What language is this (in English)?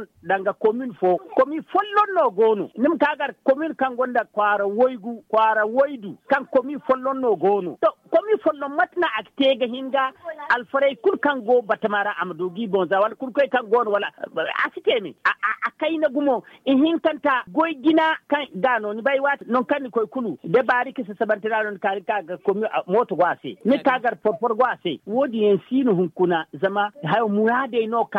Zarma